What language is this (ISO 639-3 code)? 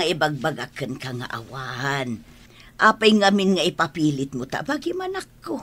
ilo